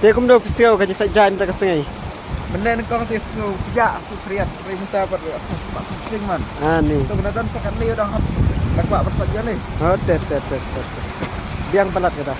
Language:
Khasi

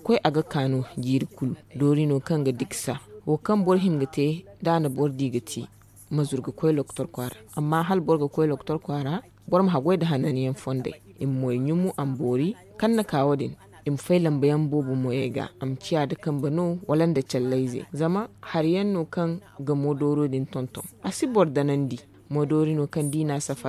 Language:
Zarma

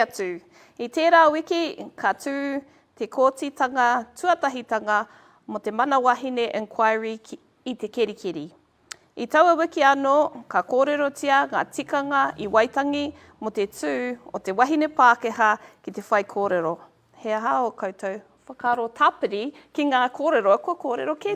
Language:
Māori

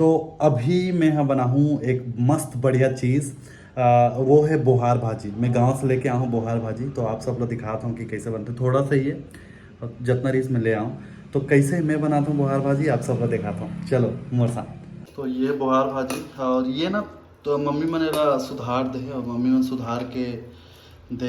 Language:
Chhattisgarhi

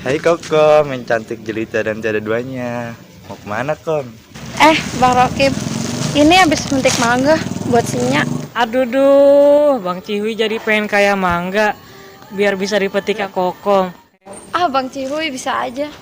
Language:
Betawi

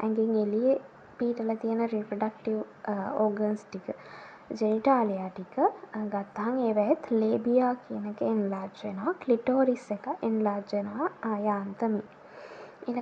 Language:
Sinhala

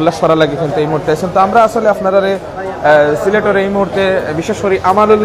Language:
Sylheti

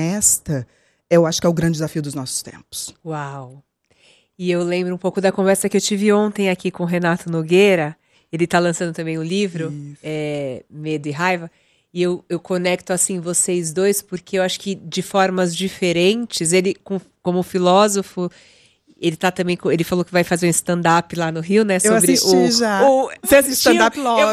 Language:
Portuguese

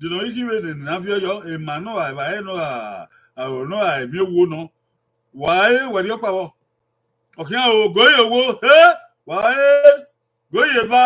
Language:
Bini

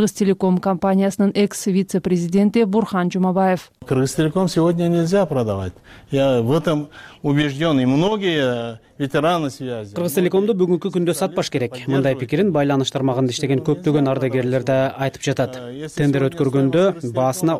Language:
Kyrgyz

